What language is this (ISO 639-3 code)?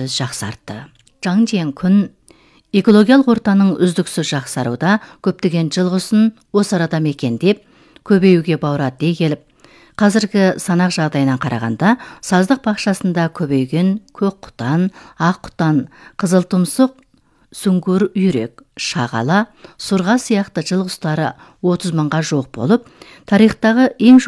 kaz